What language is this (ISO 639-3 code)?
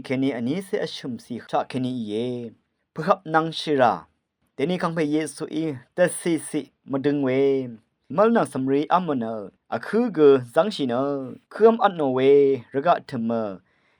raw